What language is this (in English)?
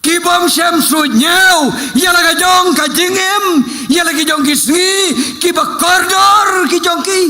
Khasi